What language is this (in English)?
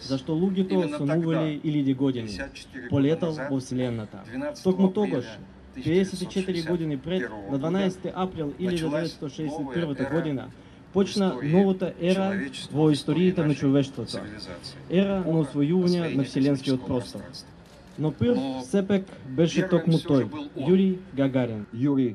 Macedonian